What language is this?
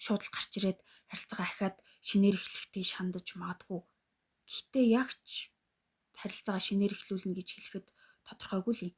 Mongolian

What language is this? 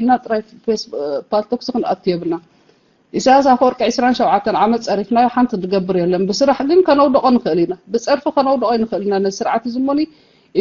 Tigrinya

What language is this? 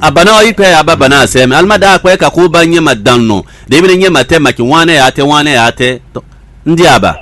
Fon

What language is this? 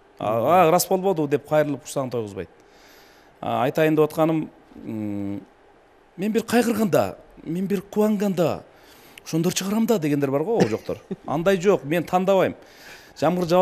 Kyrgyz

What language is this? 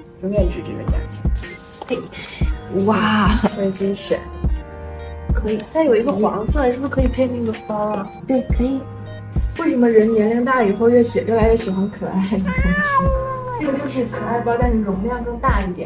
Chinese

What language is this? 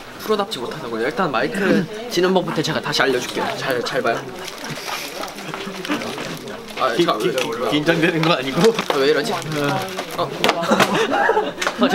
Korean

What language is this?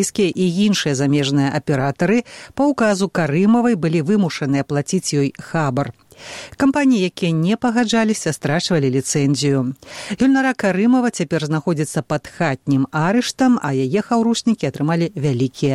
Belarusian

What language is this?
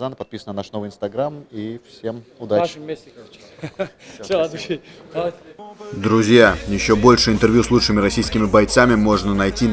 Russian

